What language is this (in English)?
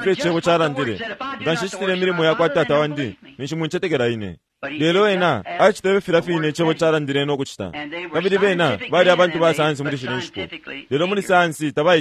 Bemba